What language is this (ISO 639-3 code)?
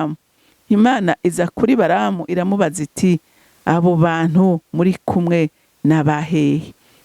run